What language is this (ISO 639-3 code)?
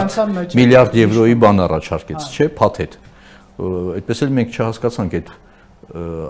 hye